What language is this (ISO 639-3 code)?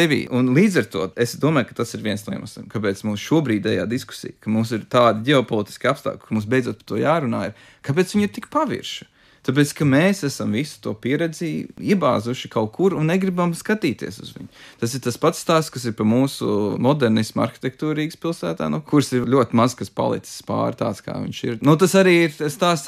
lav